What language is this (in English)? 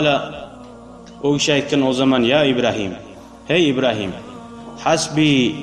Kumyk